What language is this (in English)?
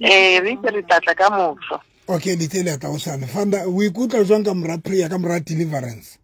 Southern Sotho